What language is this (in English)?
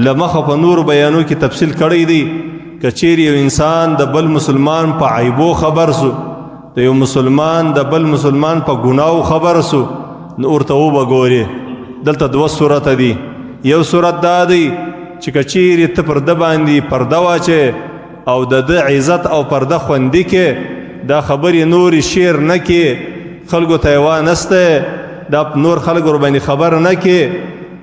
Pashto